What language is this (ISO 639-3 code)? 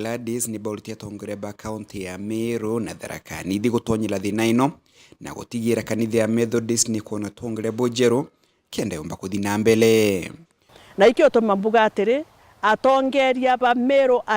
mer